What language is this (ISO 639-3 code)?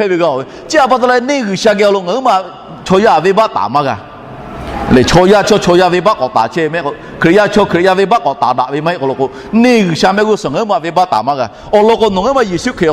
lhu